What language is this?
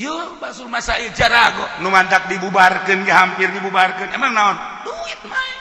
Sundanese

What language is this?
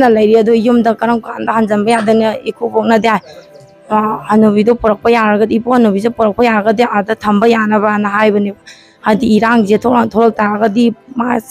Manipuri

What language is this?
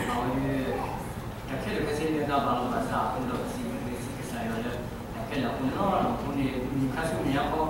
S'gaw Karen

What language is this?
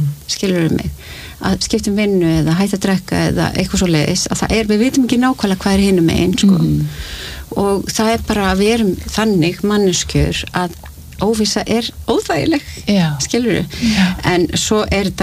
Icelandic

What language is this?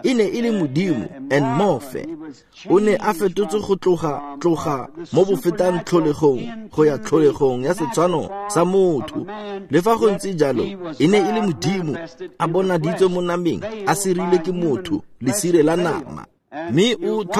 Tswana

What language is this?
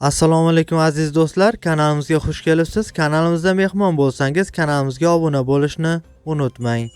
Uzbek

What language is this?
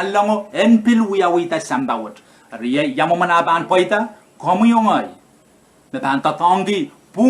Pohnpeian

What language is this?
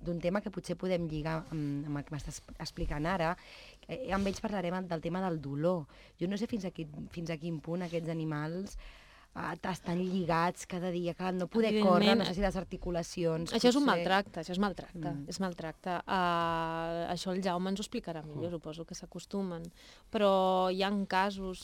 Catalan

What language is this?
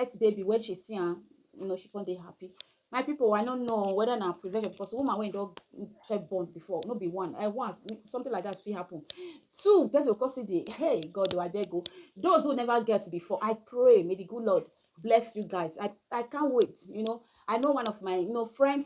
Nigerian Pidgin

